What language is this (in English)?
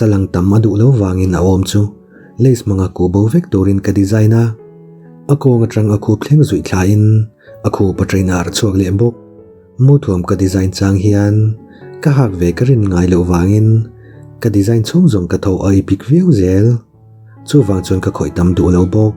Mizo